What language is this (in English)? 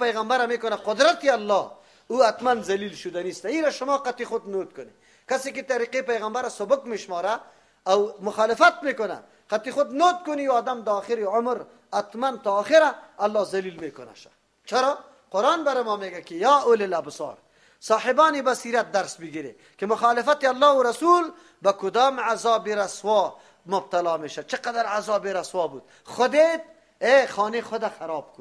Persian